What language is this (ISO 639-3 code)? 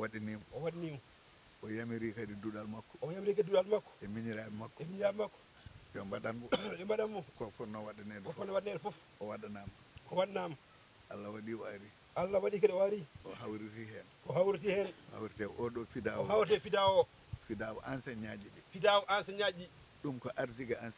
ful